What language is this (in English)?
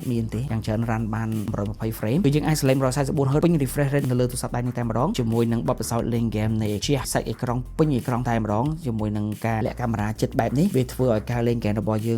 Khmer